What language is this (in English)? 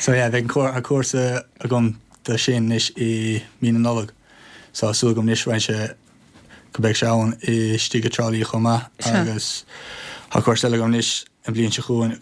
Irish